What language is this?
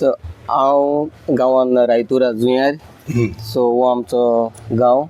Konkani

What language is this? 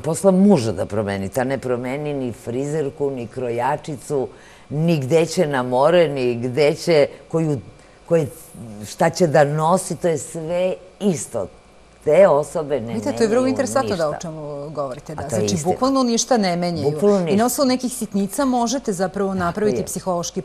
Serbian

